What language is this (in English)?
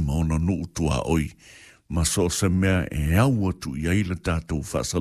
Samoan